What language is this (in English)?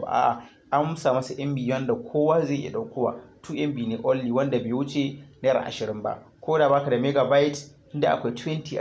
Hausa